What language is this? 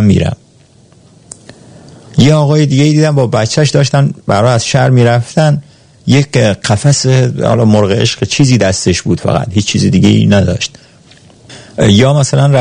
Persian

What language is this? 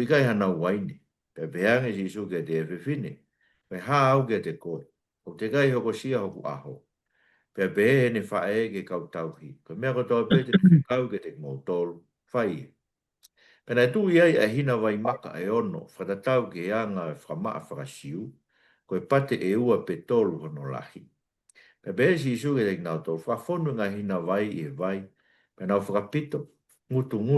Tongan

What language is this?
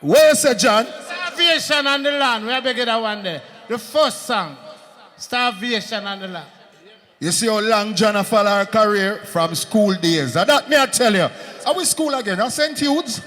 Jamaican Creole English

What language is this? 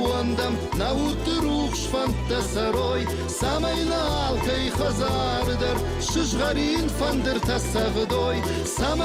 Ossetic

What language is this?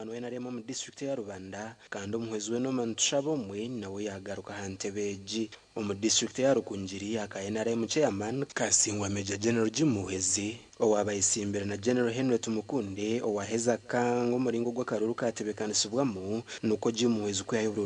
Nyankole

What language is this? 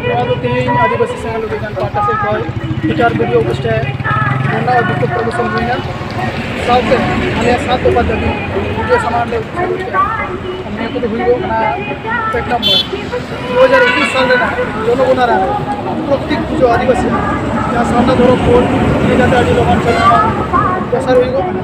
Santali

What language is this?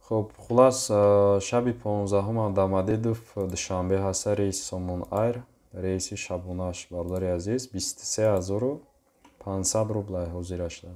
Tajik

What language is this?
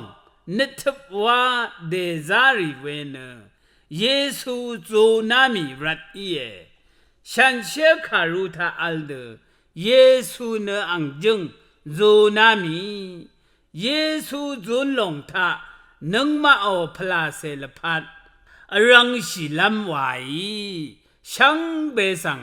Rawang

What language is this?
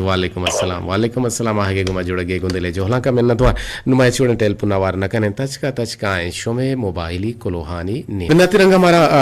Eastern Balochi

